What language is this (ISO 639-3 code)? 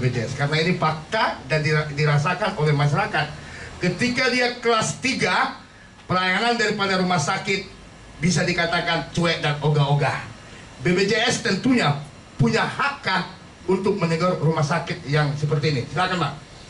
ind